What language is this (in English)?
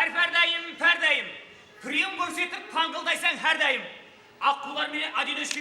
Kara-Kalpak